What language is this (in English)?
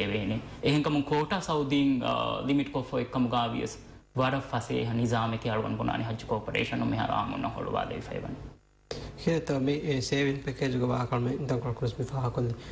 Divehi